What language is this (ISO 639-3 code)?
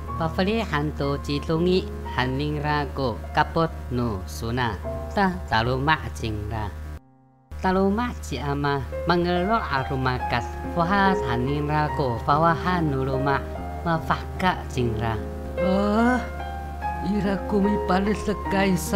ami